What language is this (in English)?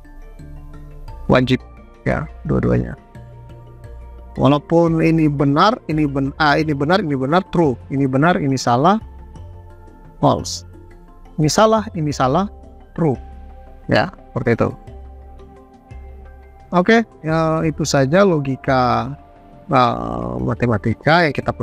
Indonesian